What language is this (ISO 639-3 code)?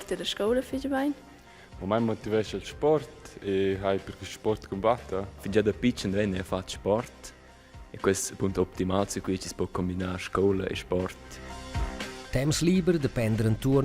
roh